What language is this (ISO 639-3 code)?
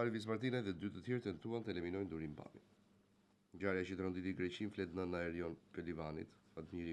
sqi